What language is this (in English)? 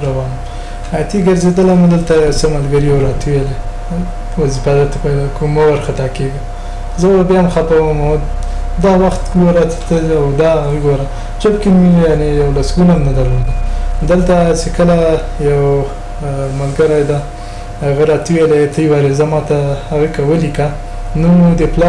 Pashto